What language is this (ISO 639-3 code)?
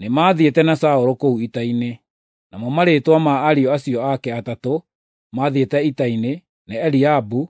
kik